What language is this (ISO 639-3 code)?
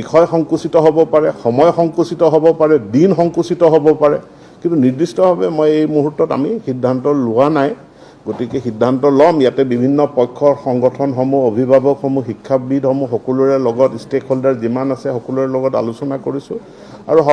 asm